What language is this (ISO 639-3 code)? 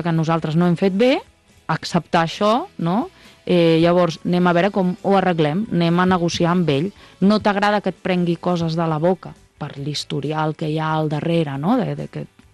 cat